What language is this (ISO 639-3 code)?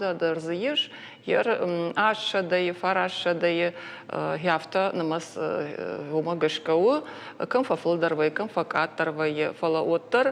oss